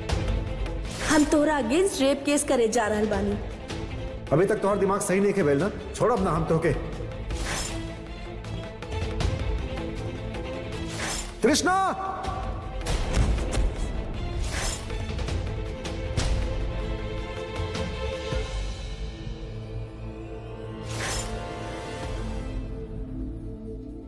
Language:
Bhojpuri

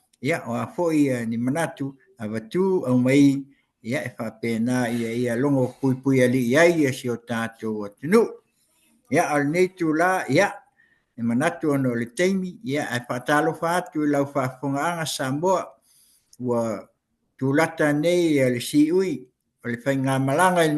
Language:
Samoan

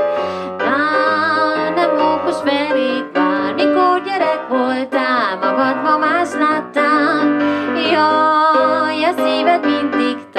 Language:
Hungarian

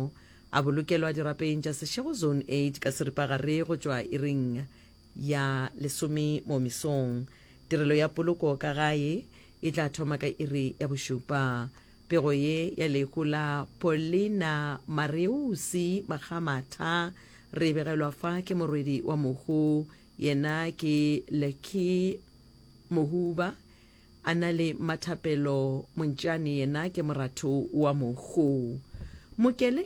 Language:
Northern Sotho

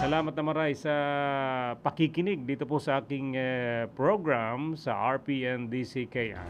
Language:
Bikol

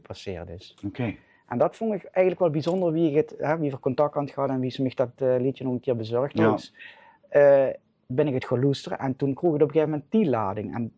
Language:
Limburgish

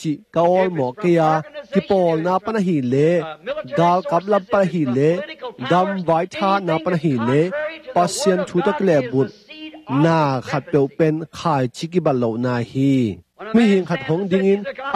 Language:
Tedim Chin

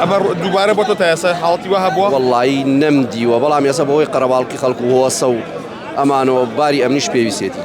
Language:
Central Kurdish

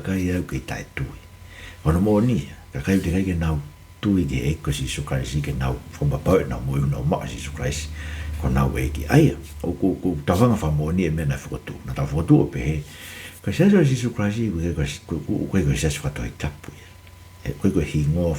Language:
Tongan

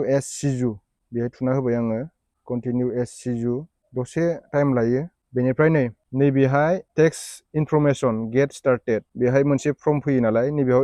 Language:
Bodo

